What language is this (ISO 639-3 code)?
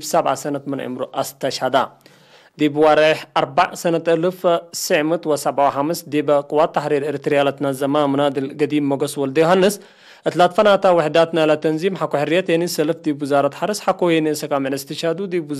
tig